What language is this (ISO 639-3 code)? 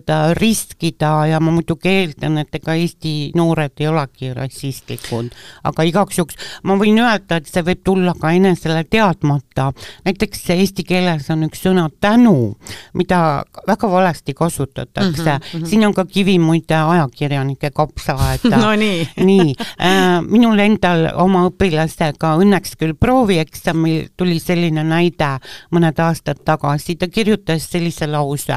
est